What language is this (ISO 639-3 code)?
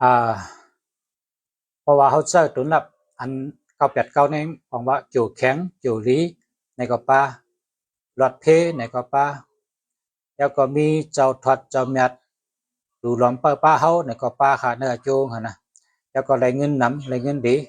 shn